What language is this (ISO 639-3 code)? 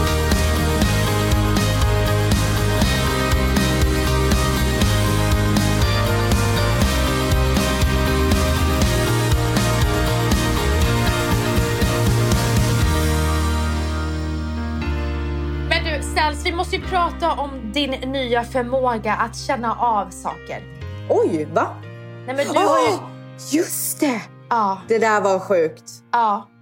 swe